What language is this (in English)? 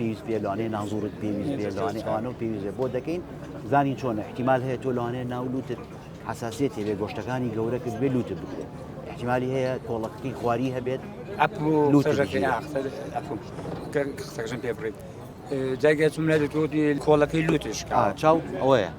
Central Kurdish